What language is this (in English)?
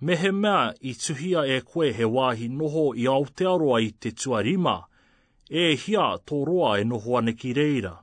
Māori